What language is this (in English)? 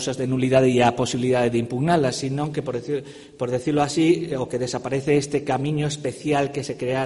Galician